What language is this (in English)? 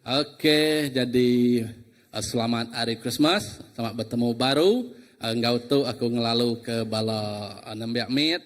Iban